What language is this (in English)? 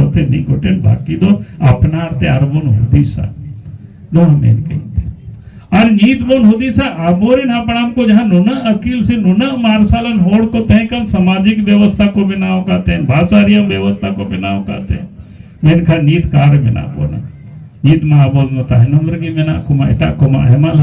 Santali